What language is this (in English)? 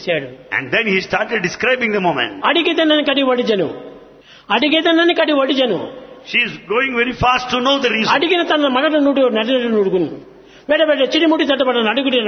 Telugu